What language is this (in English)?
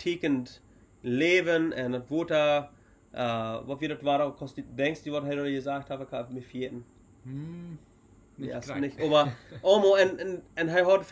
Plautdietsch